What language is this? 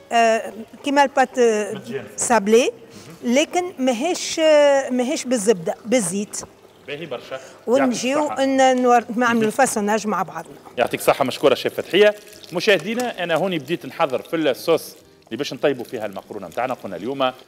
Tunisian Arabic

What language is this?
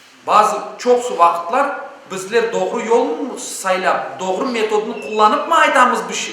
Crimean Tatar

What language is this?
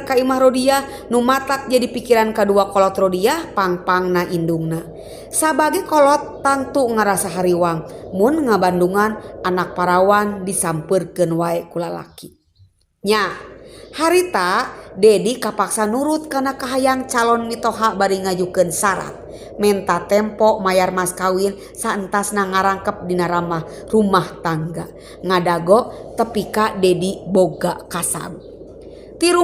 Sundanese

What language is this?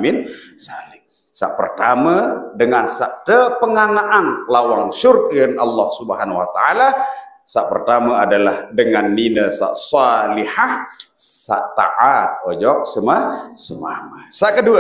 Sasak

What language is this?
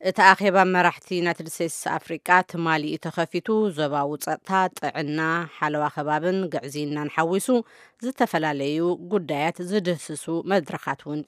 Tigrinya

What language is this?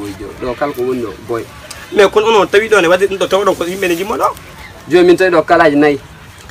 Pular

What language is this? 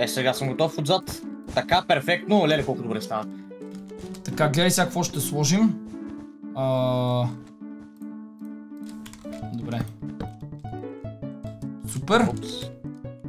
Bulgarian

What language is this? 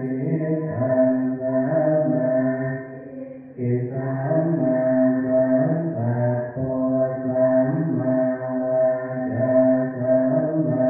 Pali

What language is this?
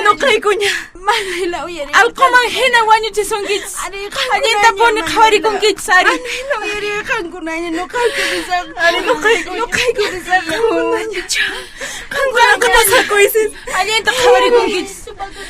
Quechua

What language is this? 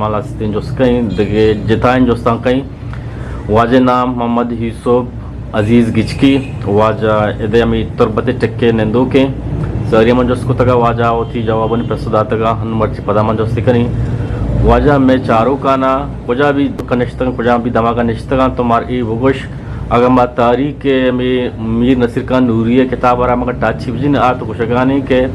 Eastern Balochi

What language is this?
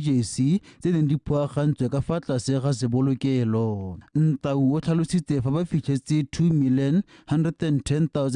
Tswana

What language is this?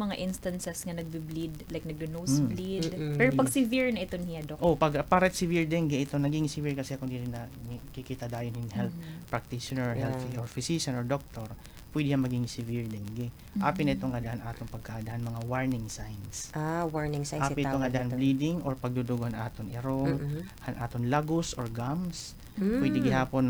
Waray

